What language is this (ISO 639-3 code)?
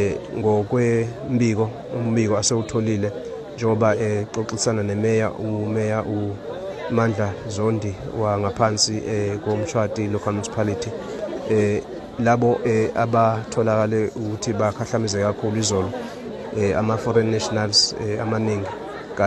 zul